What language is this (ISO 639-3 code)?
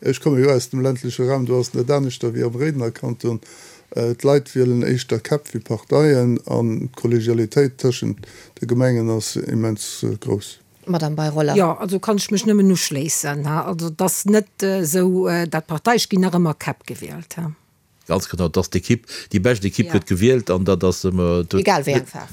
ltz